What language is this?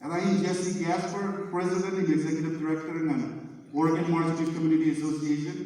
Marshallese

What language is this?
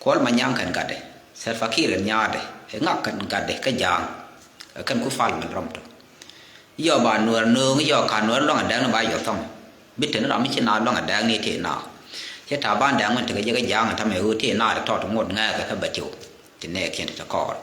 Nuer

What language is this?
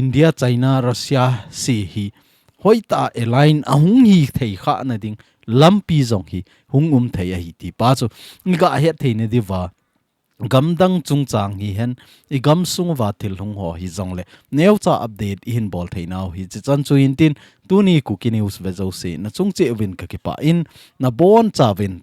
Thado Chin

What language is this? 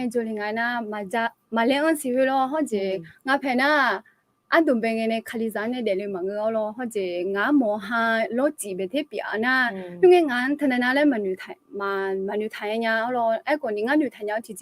Akha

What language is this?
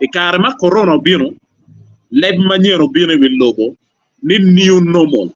Acoli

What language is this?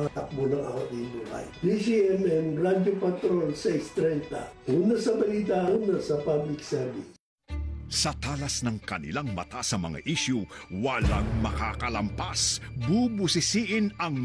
Filipino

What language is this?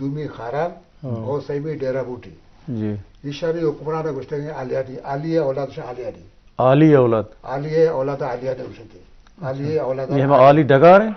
Eastern Balochi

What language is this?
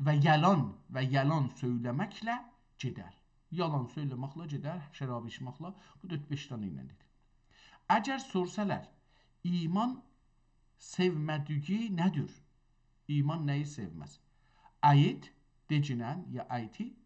South Azerbaijani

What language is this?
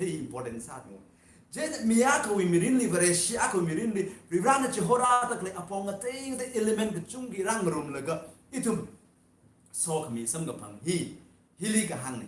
Tangkhul Naga (India)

